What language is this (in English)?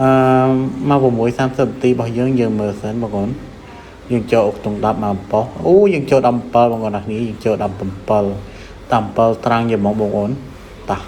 Khmer